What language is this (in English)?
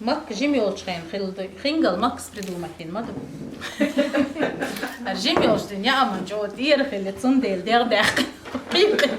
Chechen